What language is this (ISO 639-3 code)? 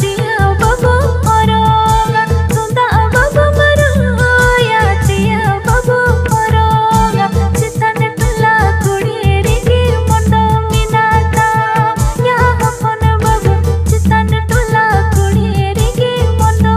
sat